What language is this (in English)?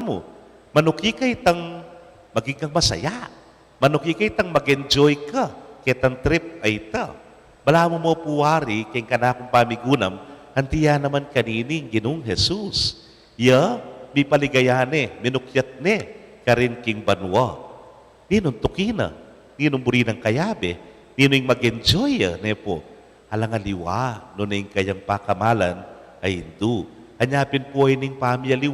Pampanga